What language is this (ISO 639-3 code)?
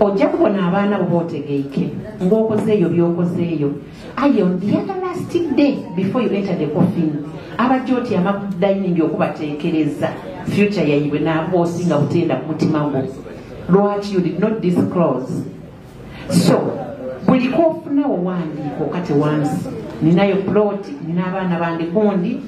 xog